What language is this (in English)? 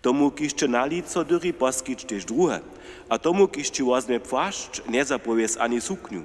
Upper Sorbian